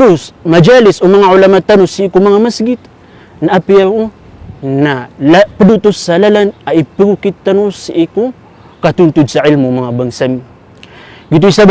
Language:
Maranao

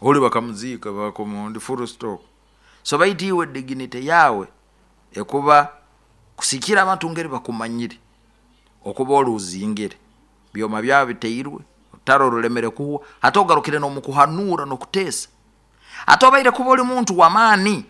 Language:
Nyoro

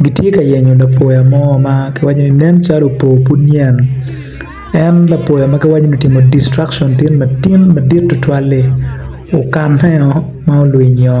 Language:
Acoli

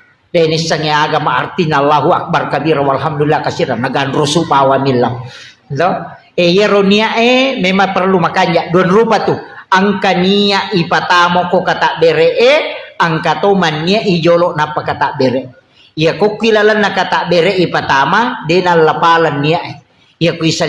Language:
Buginese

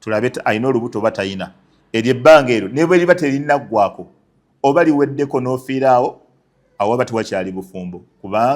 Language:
Ganda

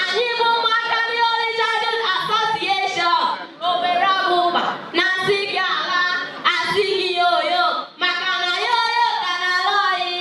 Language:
Igbo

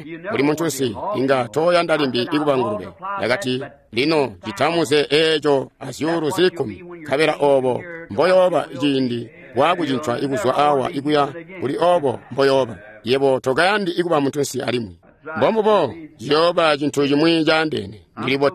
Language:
Tonga (Zambia)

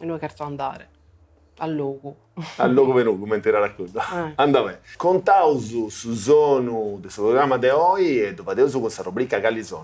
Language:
Sardinian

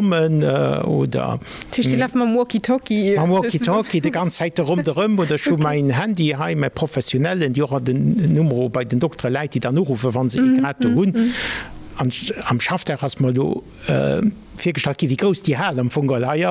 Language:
Luxembourgish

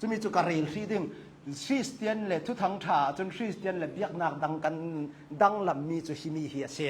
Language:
Hakha Chin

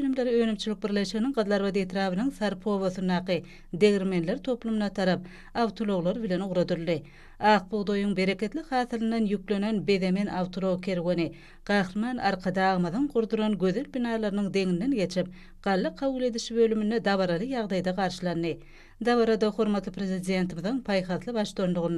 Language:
Turkmen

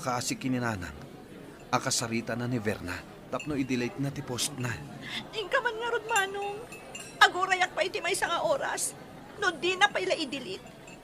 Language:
Iloko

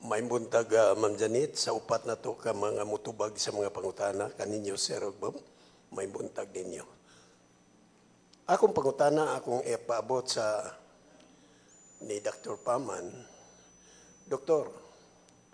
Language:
Cebuano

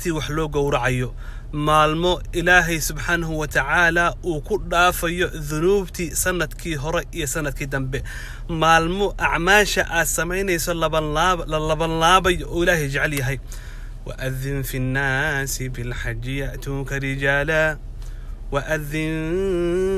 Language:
Somali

